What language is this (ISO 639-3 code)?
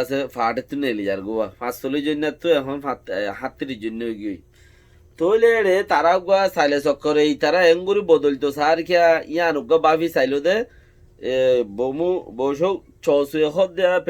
rhg